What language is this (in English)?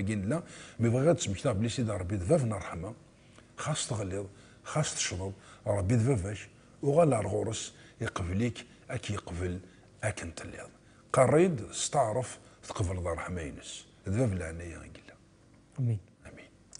Kabyle